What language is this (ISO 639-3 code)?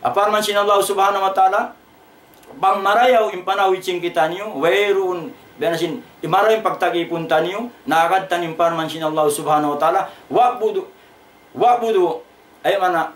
tsg